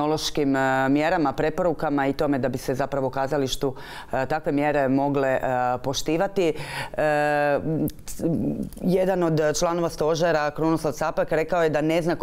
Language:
Croatian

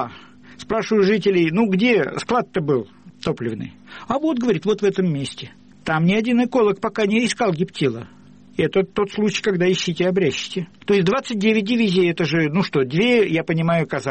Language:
Russian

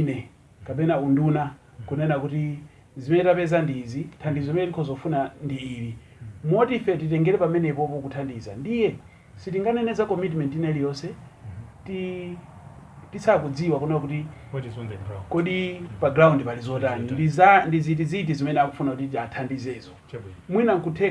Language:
Nyanja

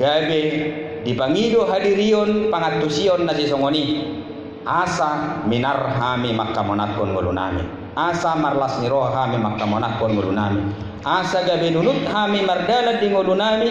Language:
Batak Toba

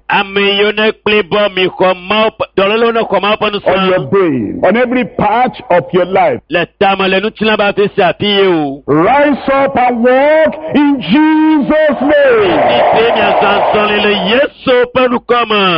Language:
Ewe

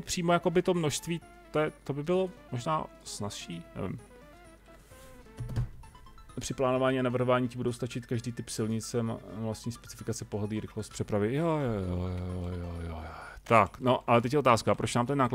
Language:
Czech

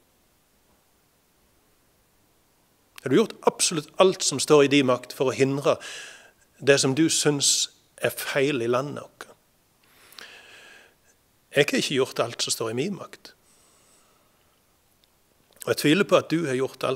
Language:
Norwegian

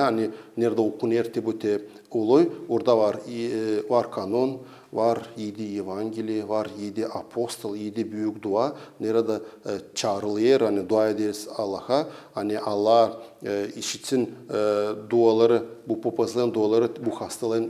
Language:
Gagauz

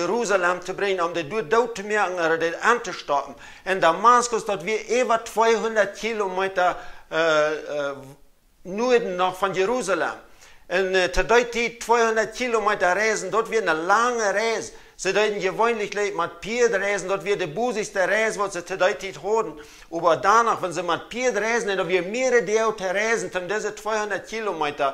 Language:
Plautdietsch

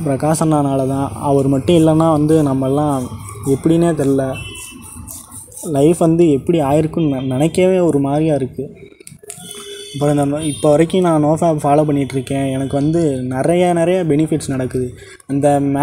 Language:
Tamil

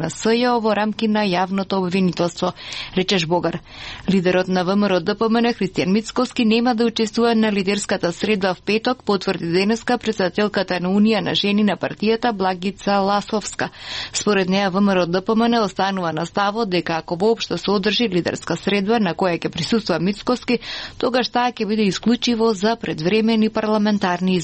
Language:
Macedonian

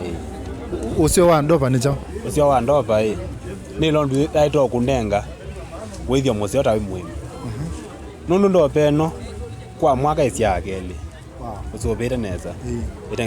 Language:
Kamba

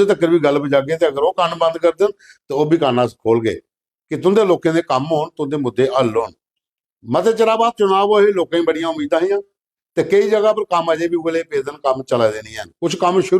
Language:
Dogri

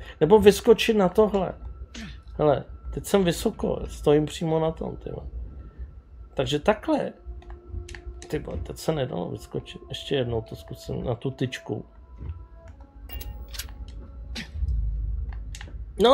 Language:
Czech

